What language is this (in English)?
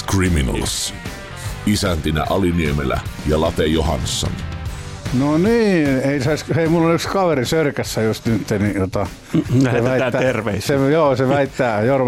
Finnish